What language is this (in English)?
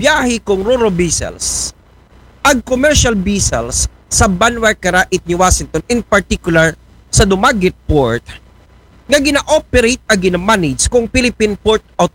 Aklanon